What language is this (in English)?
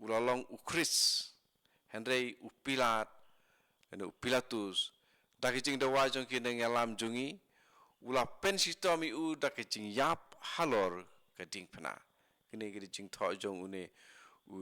Khasi